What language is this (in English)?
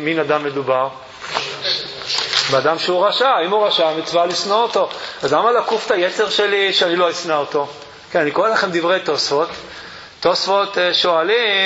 Hebrew